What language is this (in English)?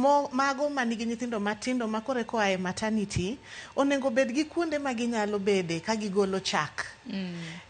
Luo (Kenya and Tanzania)